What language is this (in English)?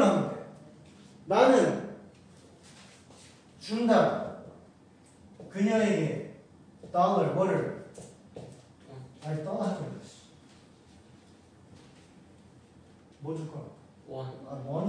Korean